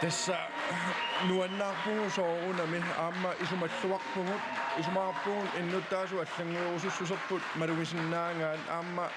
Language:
Kalaallisut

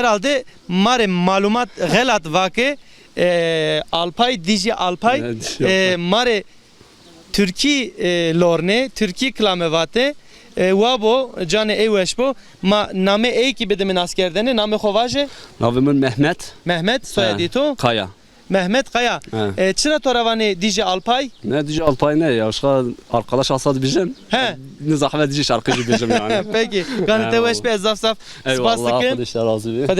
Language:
Zaza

